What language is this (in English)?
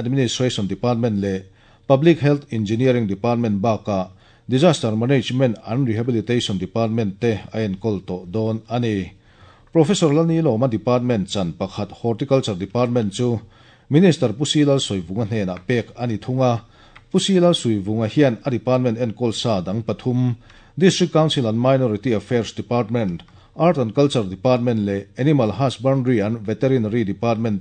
Mizo